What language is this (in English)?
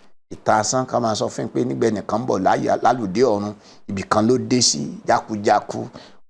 Yoruba